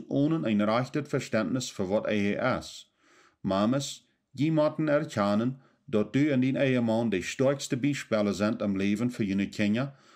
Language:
Plautdietsch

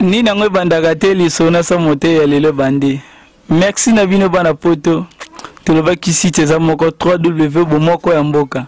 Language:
Lingala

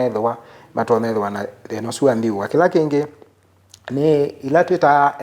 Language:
Kamba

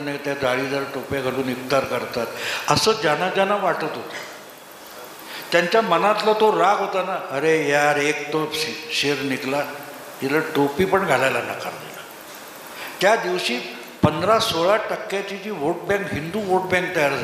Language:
Marathi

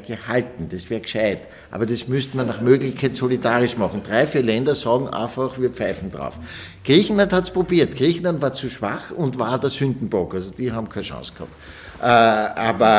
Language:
German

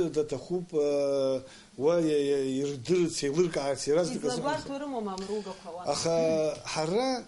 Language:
Abkhazian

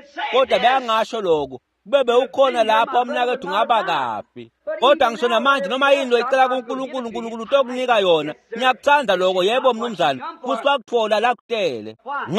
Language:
Swati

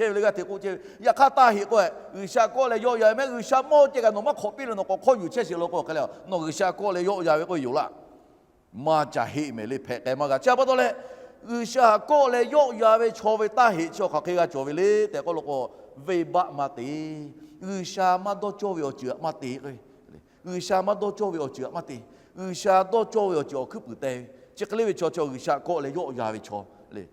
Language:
Lahu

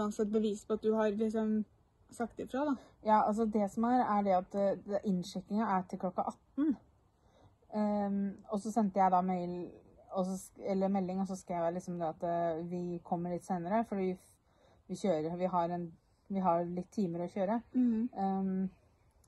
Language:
Norwegian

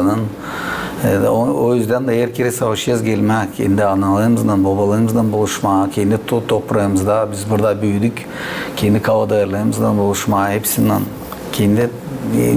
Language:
Gagauz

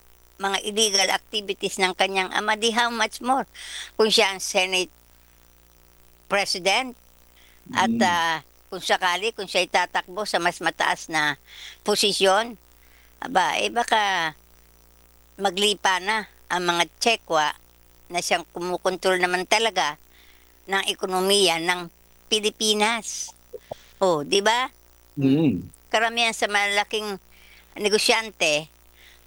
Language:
Filipino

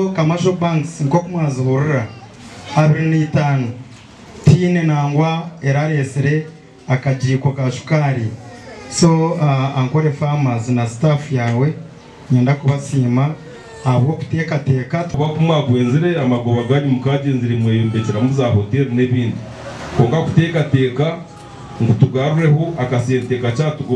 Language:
Nyankole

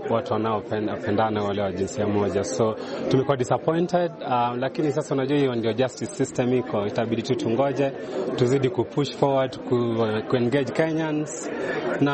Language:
Swahili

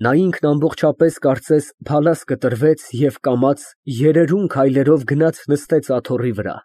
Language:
Armenian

